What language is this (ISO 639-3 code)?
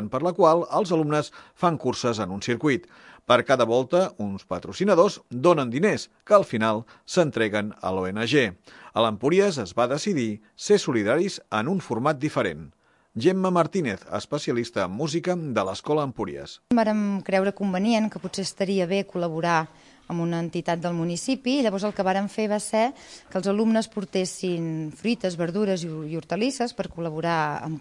cat